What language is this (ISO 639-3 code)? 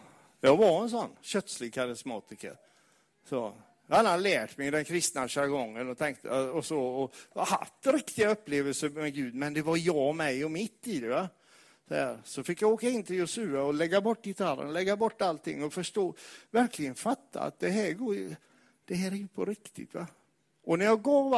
swe